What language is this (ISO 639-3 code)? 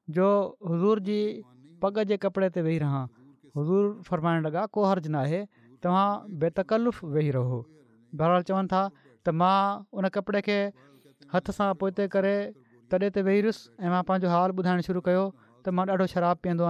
snd